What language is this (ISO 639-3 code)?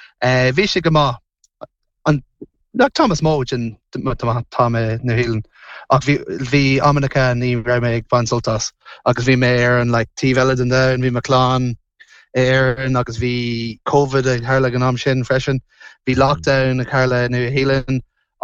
gle